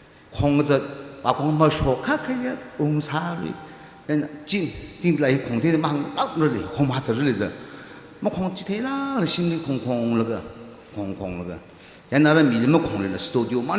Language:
Tangkhul Naga (India)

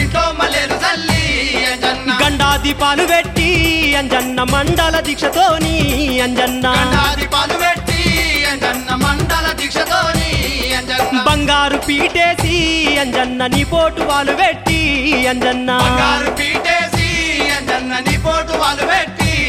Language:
Telugu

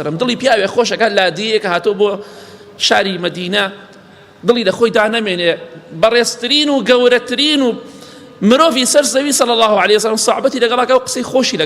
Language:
Central Kurdish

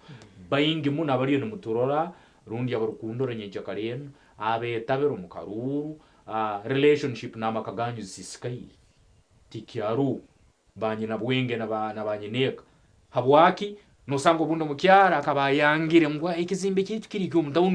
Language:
Nyankole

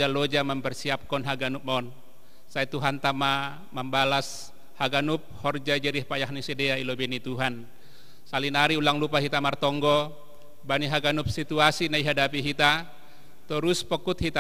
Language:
Batak Simalungun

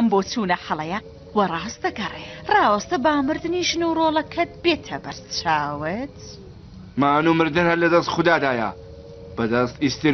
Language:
Central Kurdish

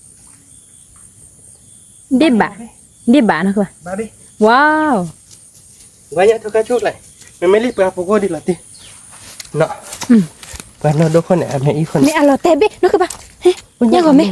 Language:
S'gaw Karen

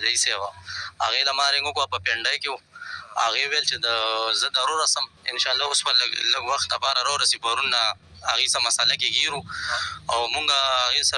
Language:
Pashto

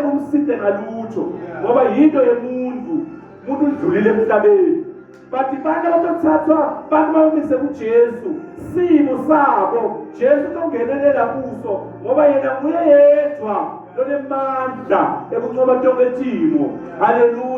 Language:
Zulu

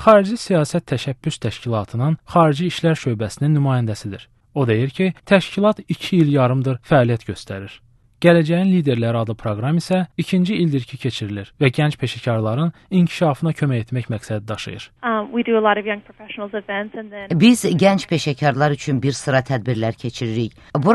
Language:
Azerbaijani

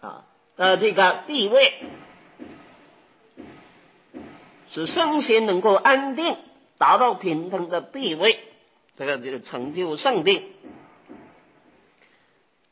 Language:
Chinese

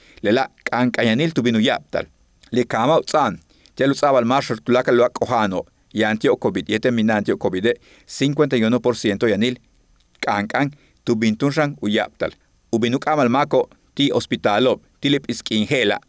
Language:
Yucateco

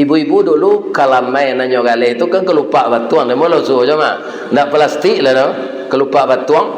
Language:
Minangkabau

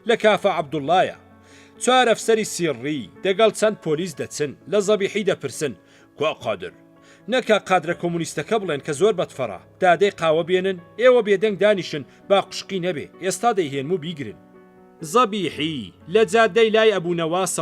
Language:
Central Kurdish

